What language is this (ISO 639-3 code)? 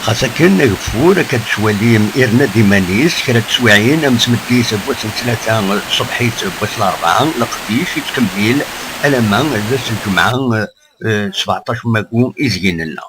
kab